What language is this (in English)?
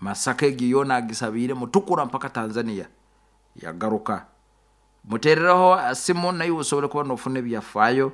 Nyoro